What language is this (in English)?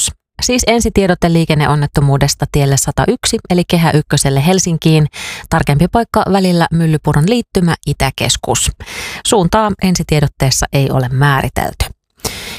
Finnish